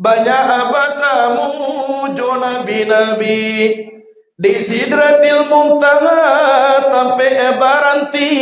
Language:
Minangkabau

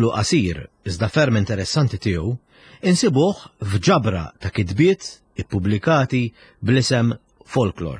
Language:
Maltese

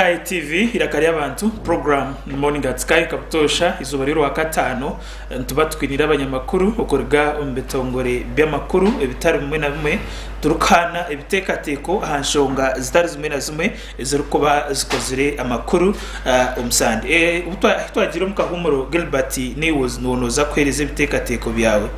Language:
Nyankole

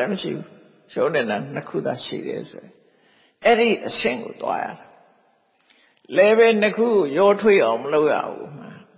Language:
Burmese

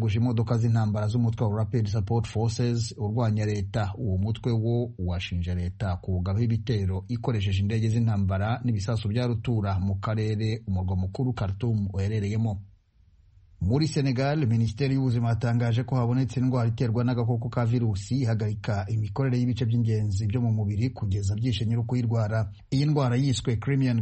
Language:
Kinyarwanda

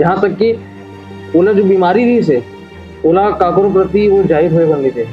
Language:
Chhattisgarhi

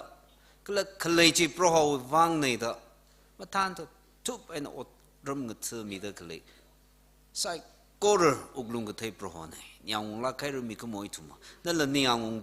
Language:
Tangkhul Naga (India)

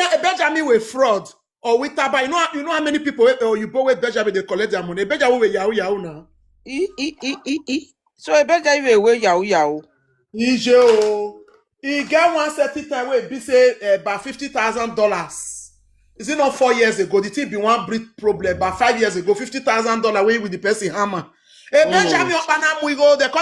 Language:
Nigerian Pidgin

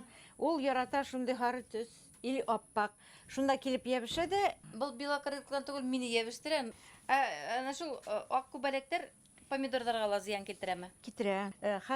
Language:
Bashkir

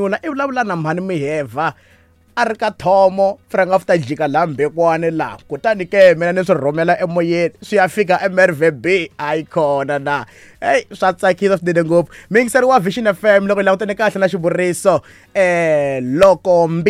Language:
Tsonga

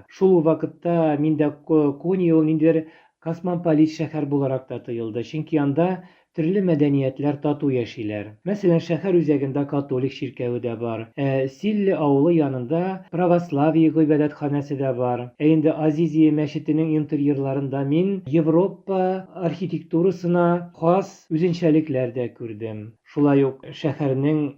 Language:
Tatar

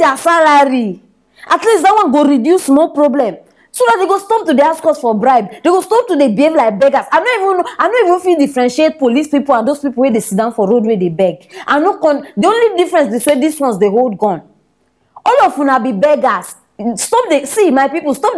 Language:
Nigerian Pidgin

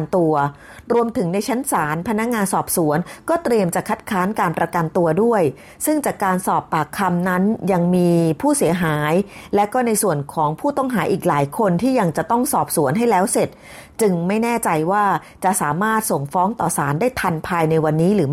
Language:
Thai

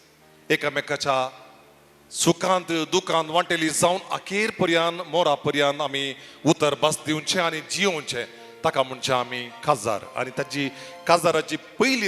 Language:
Konkani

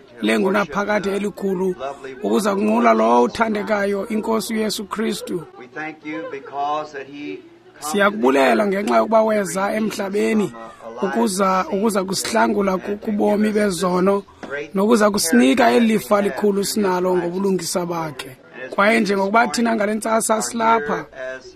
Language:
Xhosa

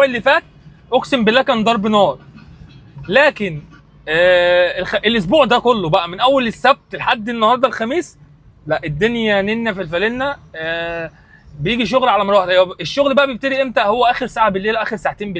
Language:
Egyptian Arabic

